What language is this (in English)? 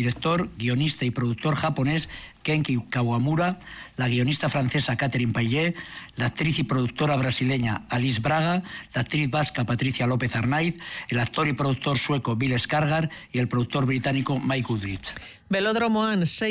Basque